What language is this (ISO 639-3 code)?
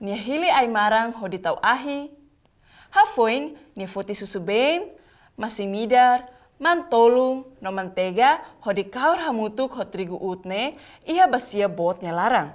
tet